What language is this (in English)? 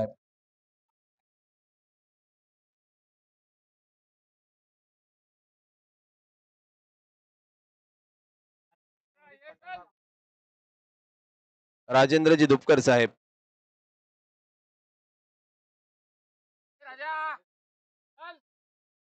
Marathi